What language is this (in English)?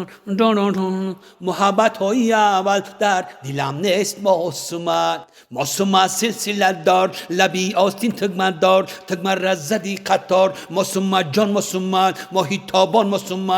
Tajik